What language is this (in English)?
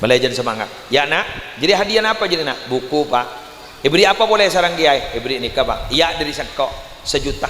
Madurese